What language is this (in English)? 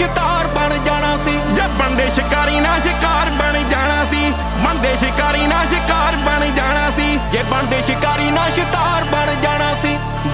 Punjabi